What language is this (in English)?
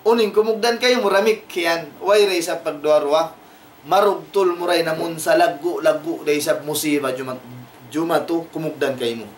Tausug